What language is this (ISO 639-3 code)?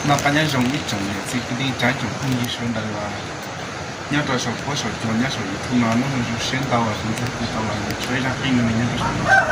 hmn